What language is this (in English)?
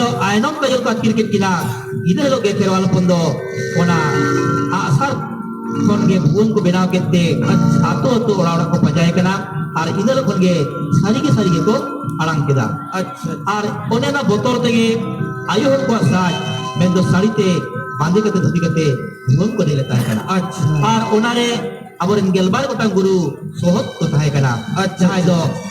Santali